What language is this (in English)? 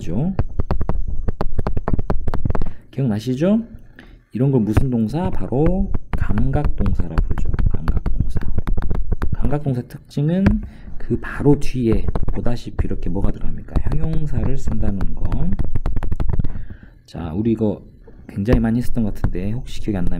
Korean